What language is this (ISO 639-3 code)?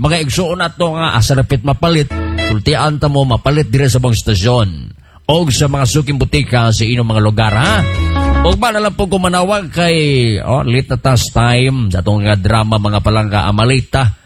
ceb